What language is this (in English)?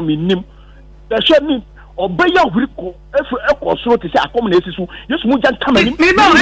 Akan